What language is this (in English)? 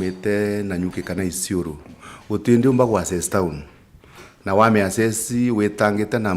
Meru